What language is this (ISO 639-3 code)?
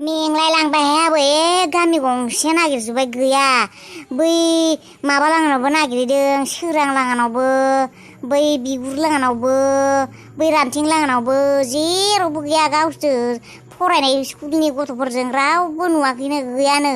brx